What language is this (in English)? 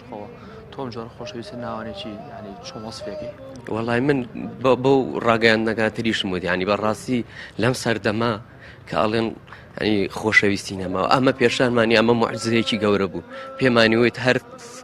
Central Kurdish